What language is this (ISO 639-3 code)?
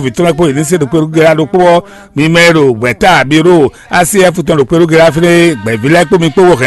fon